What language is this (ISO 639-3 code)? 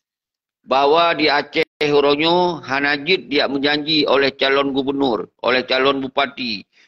ace